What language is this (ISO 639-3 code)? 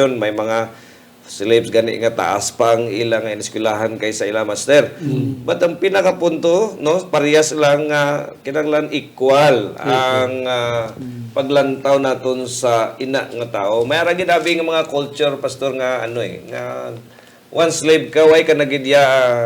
hil